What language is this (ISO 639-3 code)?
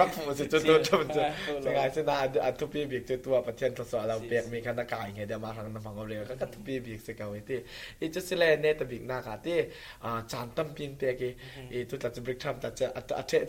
cfm